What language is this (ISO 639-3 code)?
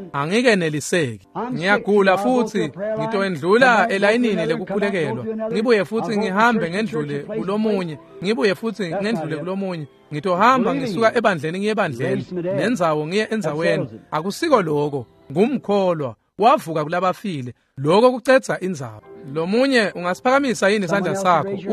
ssw